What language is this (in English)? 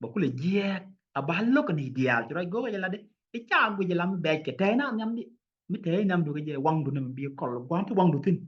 Nuer